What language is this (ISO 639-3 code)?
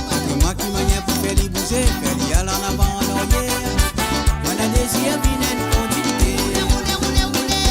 mfe